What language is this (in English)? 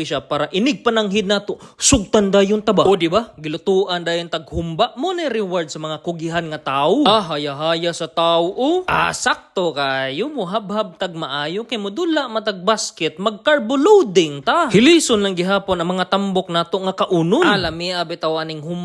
Cebuano